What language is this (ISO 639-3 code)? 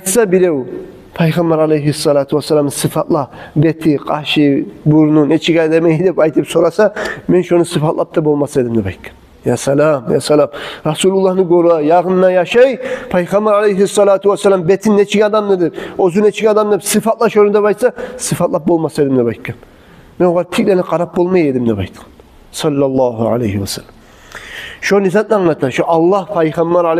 kum